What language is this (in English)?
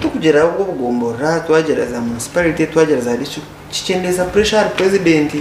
Nyankole